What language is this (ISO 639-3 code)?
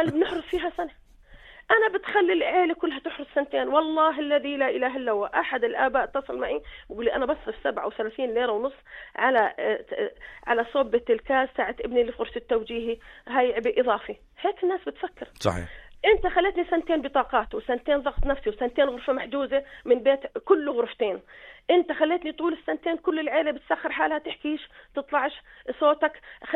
apc